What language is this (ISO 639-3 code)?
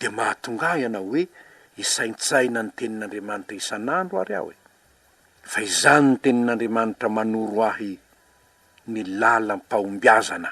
mlg